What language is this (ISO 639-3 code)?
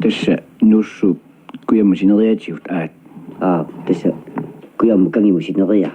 kal